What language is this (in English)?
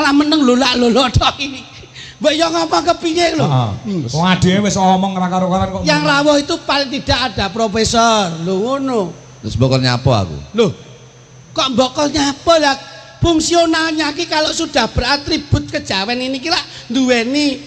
Javanese